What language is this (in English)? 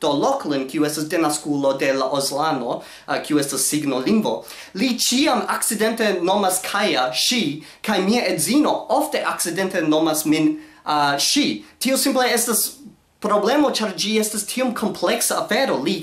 Esperanto